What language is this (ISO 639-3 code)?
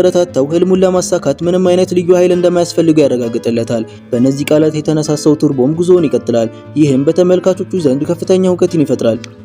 amh